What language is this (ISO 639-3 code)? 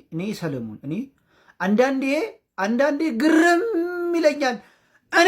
amh